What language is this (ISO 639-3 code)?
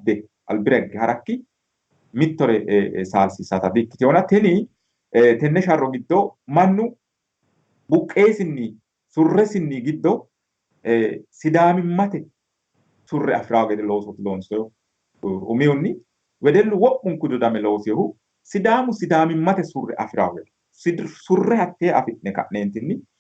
sid